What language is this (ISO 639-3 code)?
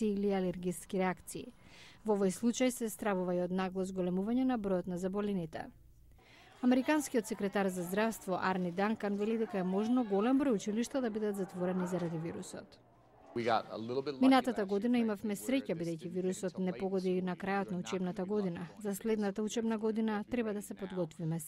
mkd